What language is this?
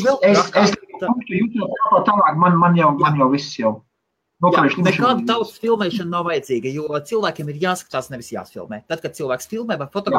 Latvian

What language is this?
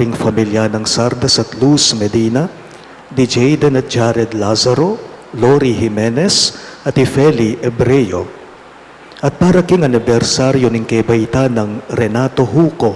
Pampanga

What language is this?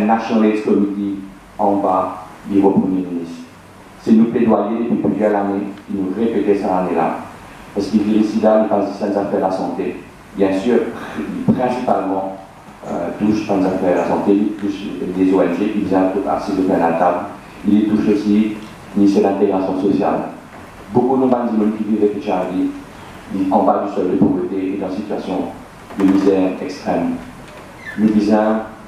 Morisyen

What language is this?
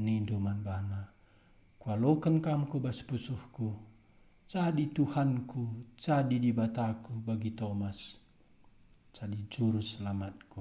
Batak Karo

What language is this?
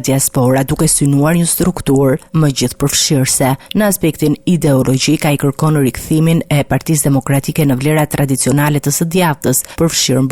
Albanian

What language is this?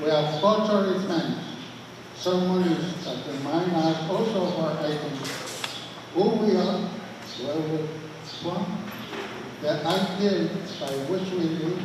Pohnpeian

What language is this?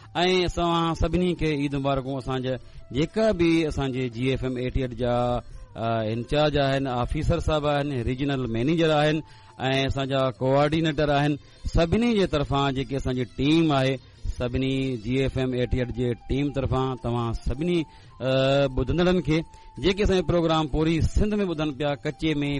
Sindhi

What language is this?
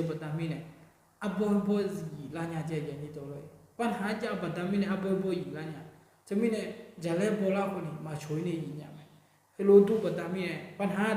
Akha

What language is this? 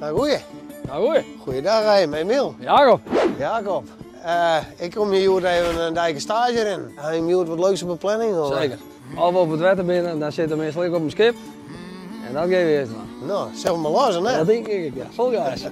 Western Frisian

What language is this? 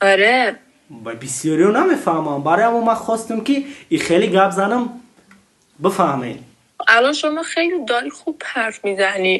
Tajik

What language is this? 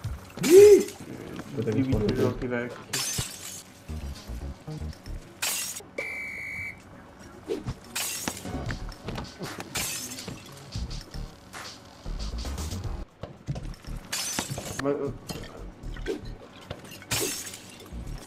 Italian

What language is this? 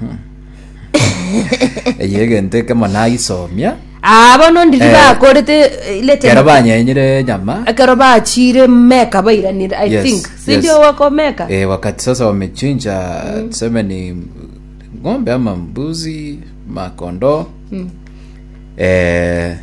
Gusii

